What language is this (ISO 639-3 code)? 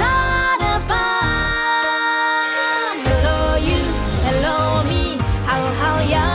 ind